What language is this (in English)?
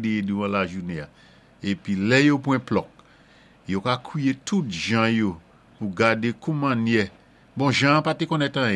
Saint Lucian Creole French